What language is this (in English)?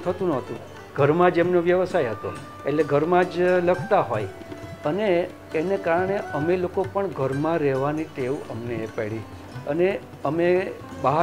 Gujarati